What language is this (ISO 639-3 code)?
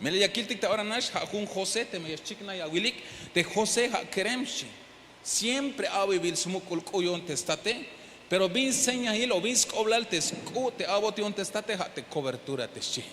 tzh